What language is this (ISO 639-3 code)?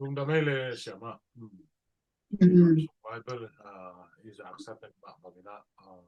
ctd